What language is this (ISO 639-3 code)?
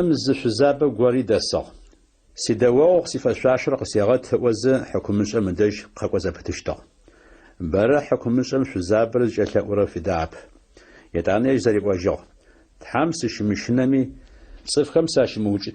ady